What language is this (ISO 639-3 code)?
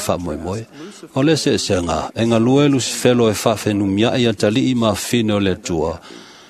smo